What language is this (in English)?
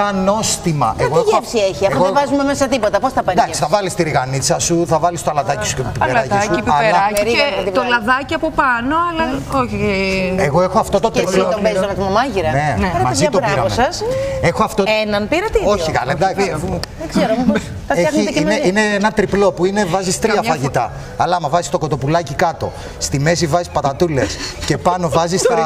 Greek